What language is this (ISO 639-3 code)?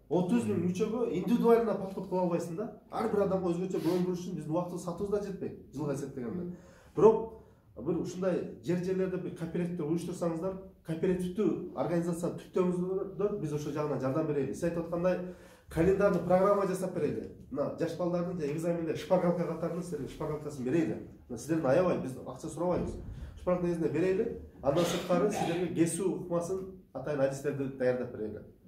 kir